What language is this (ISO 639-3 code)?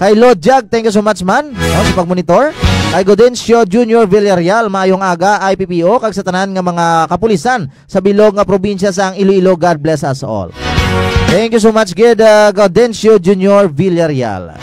hil